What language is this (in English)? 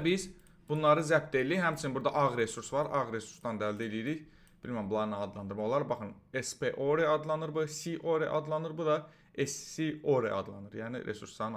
Azerbaijani